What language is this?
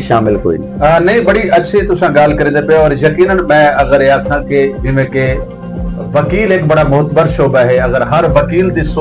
Saraiki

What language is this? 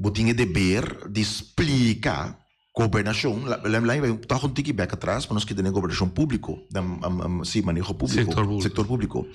Papiamento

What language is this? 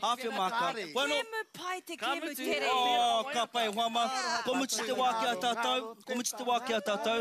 Māori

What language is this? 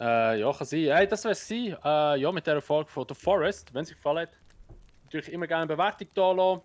Swiss German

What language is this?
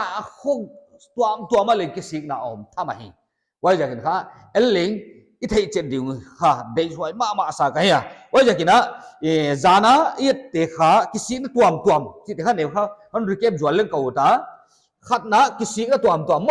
Paite Chin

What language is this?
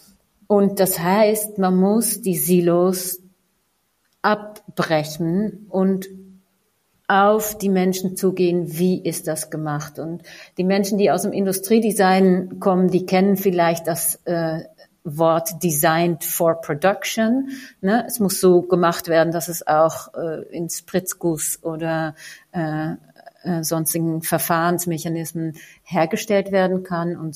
German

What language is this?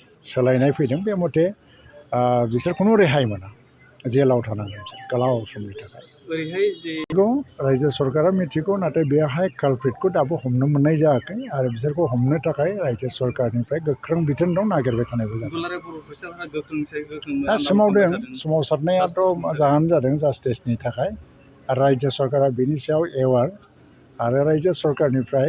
Bodo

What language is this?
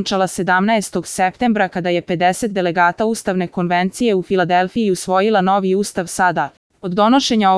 Serbian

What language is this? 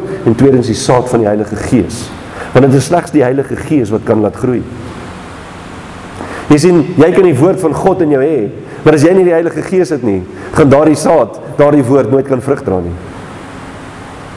Afrikaans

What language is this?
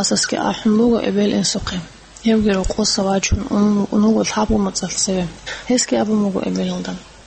Avaric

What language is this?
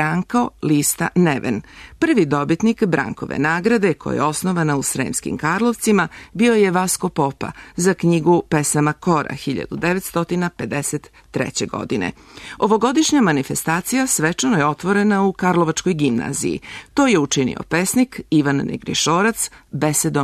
Serbian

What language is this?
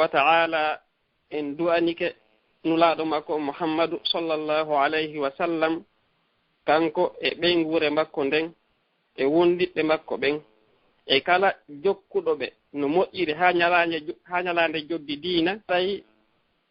Fula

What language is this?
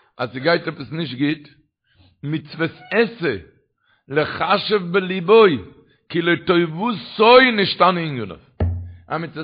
Yiddish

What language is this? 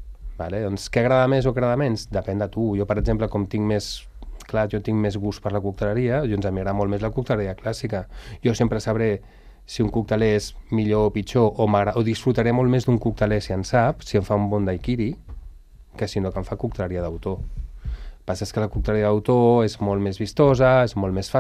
Catalan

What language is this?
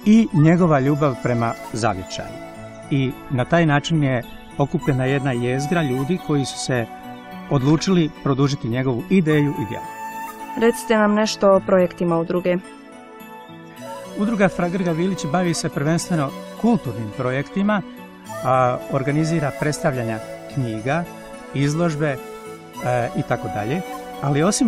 Croatian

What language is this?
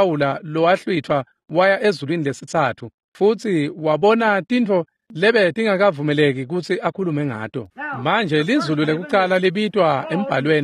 Swati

